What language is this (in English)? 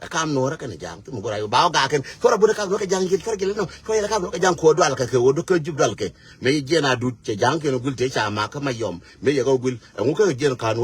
Nuer